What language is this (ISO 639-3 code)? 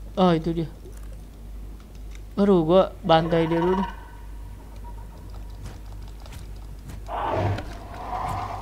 ind